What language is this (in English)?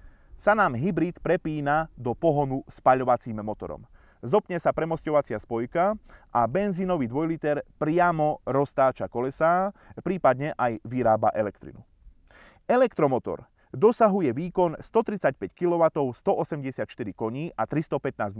Slovak